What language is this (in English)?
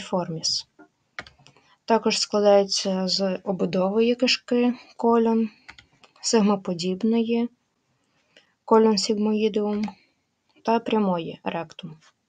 Ukrainian